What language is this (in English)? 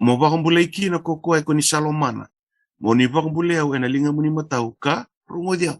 Fijian